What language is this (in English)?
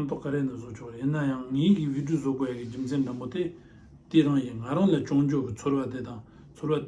Tibetan